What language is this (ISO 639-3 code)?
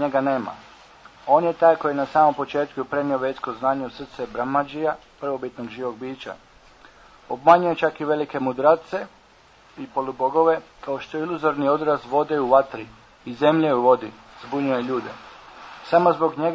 hrv